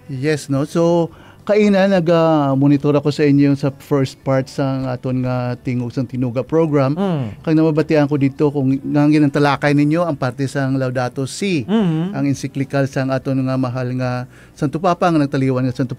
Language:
Hiligaynon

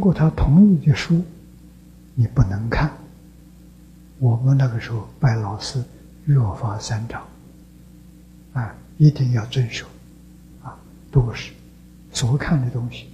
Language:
Chinese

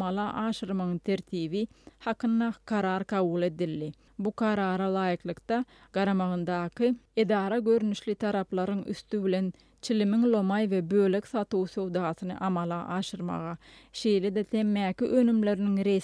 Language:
Turkmen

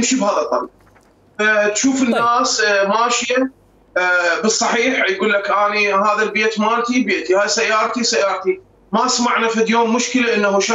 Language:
Mesopotamian Arabic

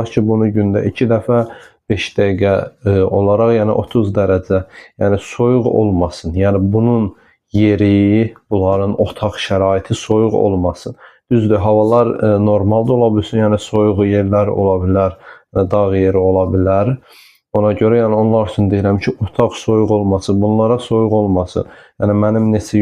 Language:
Azerbaijani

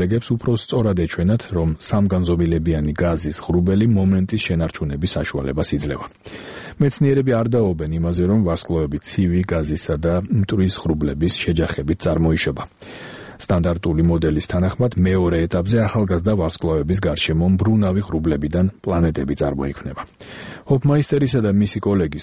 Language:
Georgian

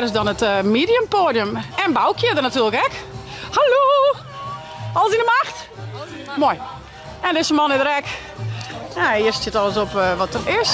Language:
Western Frisian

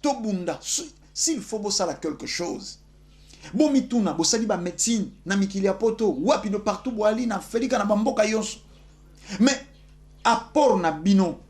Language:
Lingala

